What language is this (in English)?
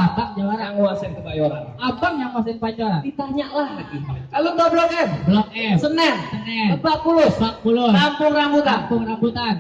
Betawi